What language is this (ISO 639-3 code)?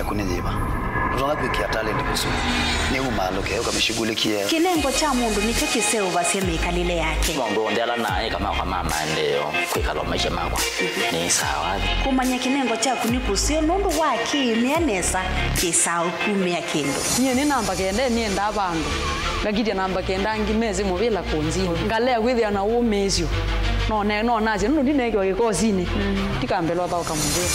kam